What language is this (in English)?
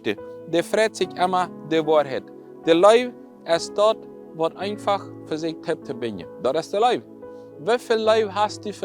Plautdietsch